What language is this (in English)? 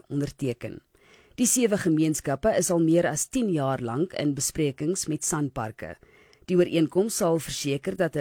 Afrikaans